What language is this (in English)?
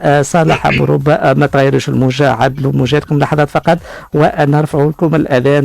Tunisian Arabic